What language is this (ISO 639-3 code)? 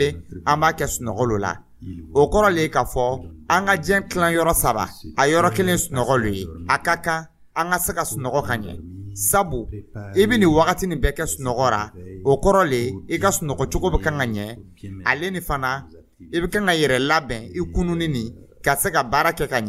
dyu